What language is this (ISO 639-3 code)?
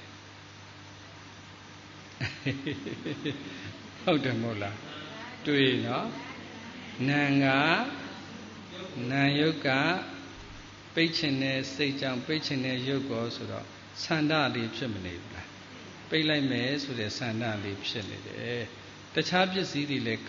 mya